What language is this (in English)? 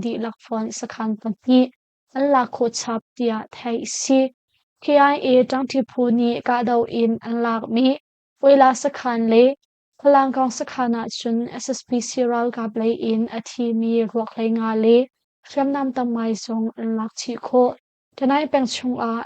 Hakha Chin